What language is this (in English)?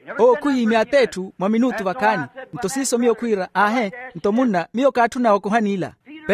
Makhuwa